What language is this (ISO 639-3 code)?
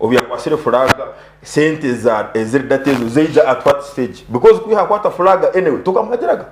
nyn